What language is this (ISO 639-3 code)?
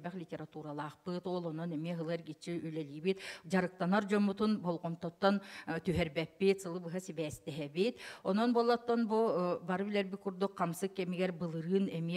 sah